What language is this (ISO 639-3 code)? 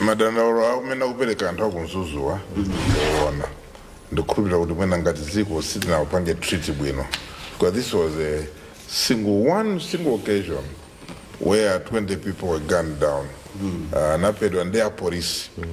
nya